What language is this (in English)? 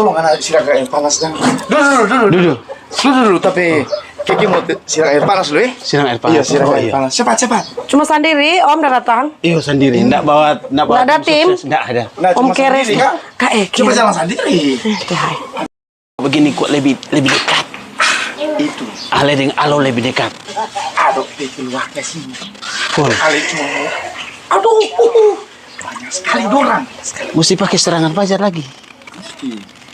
Manado Malay